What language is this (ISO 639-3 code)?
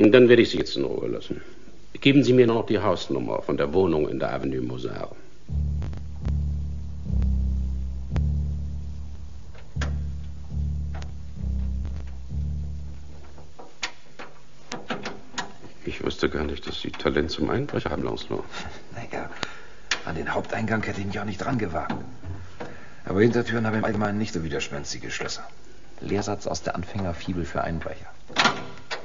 deu